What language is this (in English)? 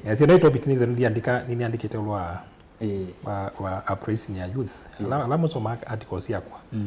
Kamba